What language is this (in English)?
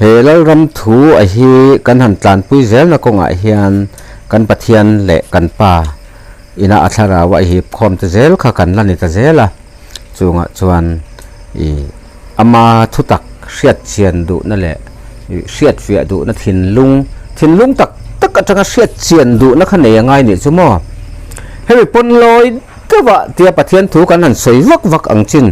Mizo